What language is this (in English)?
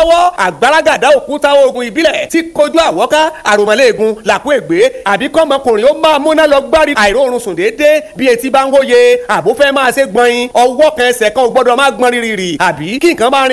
Yoruba